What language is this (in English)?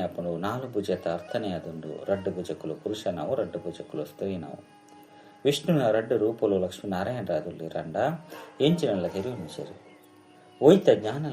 Tulu